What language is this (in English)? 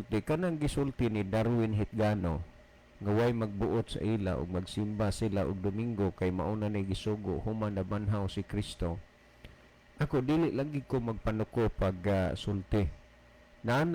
Cebuano